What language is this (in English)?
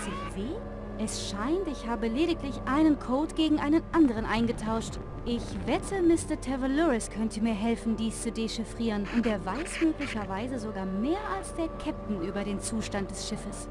Bavarian